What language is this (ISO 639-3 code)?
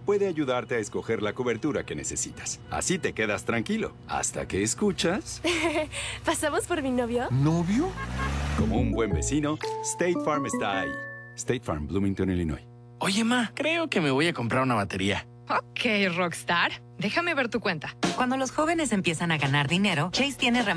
spa